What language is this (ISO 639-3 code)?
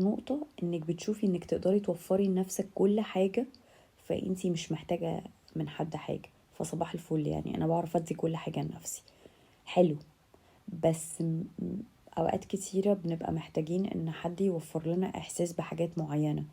arz